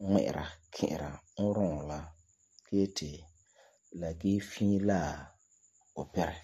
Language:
Frafra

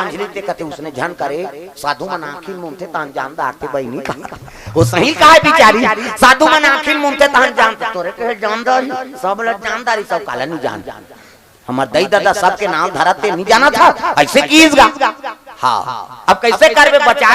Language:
Chhattisgarhi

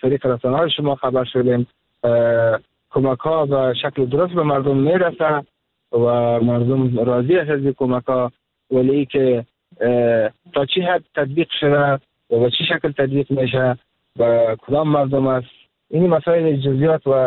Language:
Persian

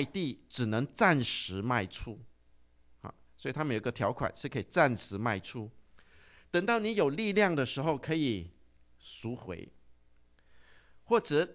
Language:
Chinese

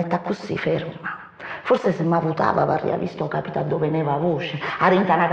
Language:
Neapolitan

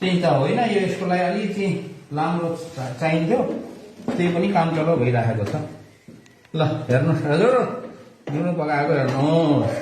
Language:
Nepali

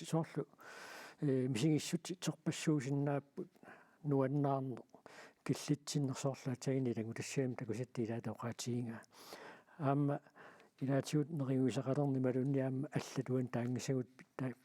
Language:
Kalaallisut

